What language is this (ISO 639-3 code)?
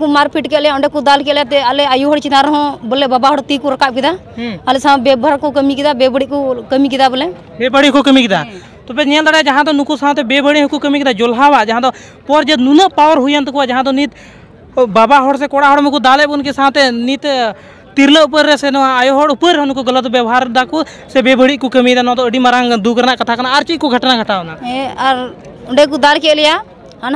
sat